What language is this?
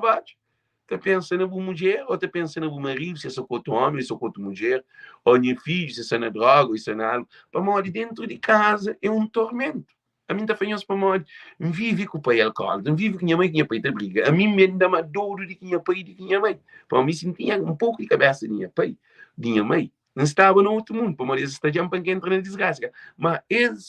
Kabuverdianu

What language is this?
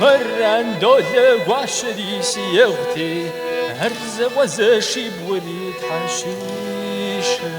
Kabardian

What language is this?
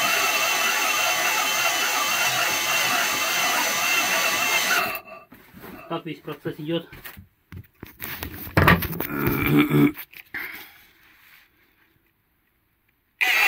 Russian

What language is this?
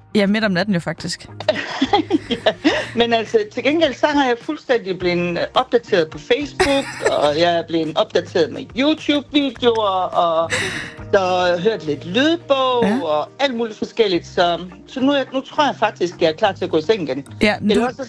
Danish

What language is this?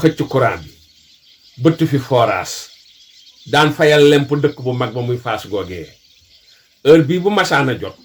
Wolof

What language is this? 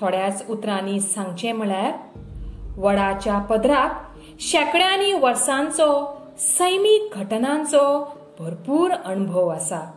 Konkani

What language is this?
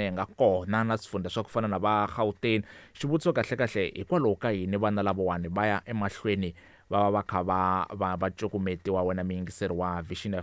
Tsonga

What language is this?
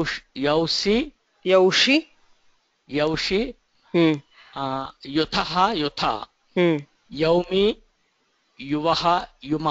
Sanskrit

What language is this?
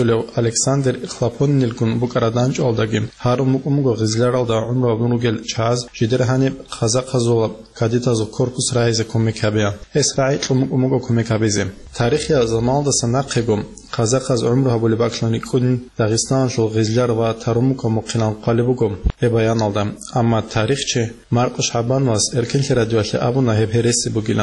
Avaric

